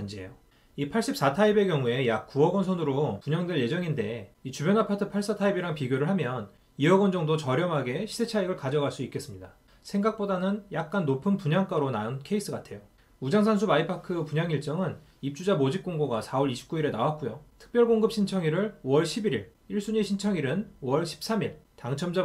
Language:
Korean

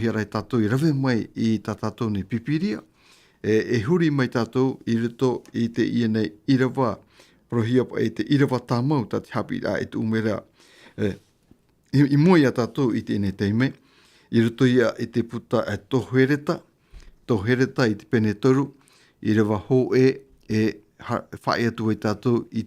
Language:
Tahitian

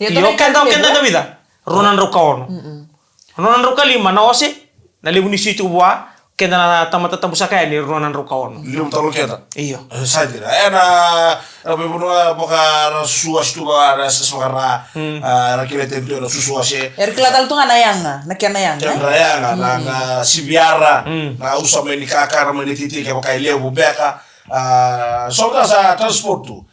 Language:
Fijian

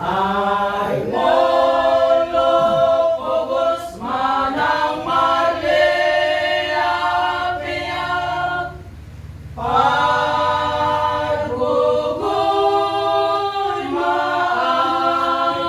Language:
Batak Toba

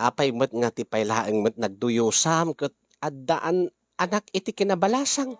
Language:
Iloko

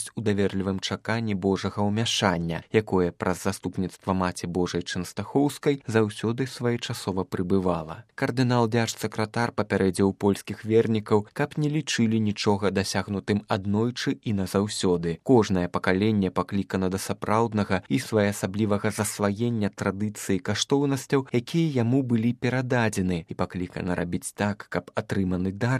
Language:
Belarusian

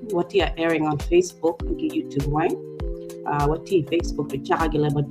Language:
Acoli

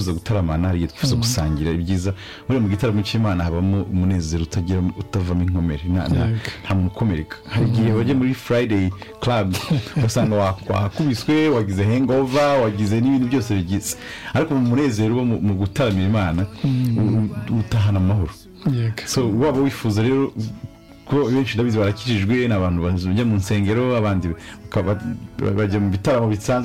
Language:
Kinyarwanda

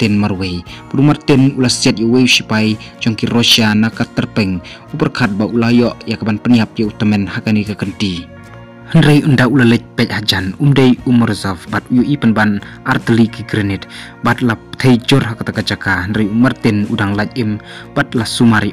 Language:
Khasi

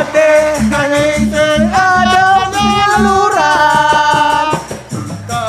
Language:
Balinese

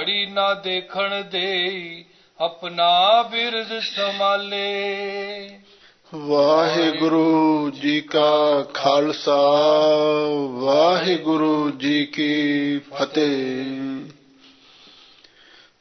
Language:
Punjabi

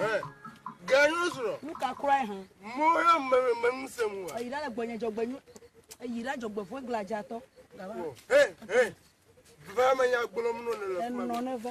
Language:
Ewe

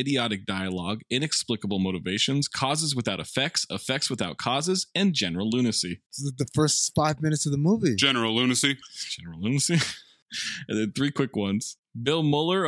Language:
English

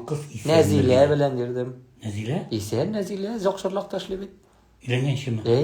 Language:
Tatar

